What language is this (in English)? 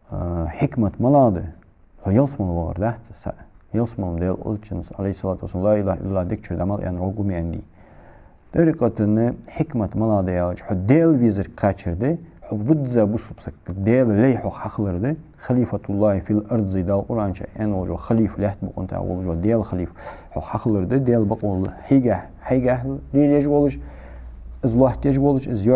Ingush